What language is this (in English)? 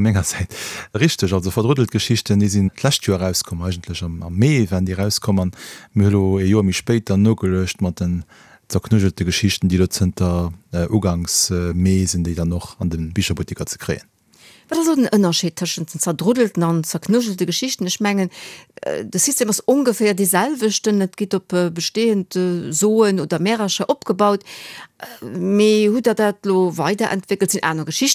Luxembourgish